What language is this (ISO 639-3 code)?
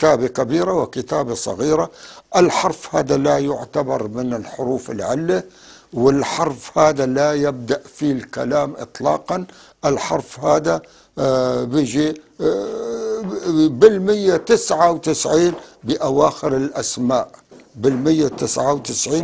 apc